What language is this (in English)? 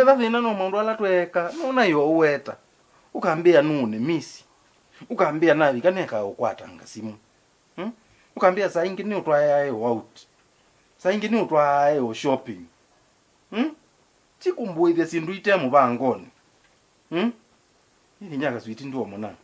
Kamba